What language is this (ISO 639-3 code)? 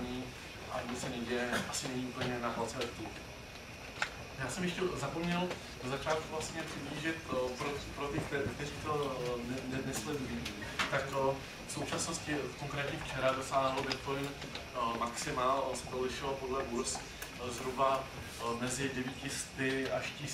ces